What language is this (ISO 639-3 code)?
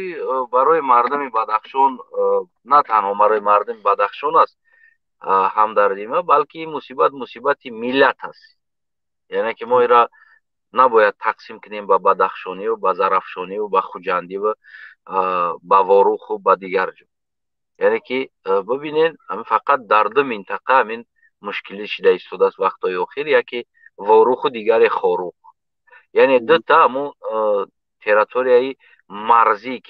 tgk